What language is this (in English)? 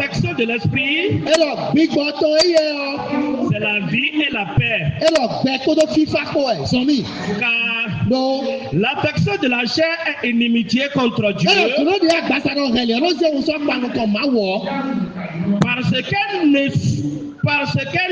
Fon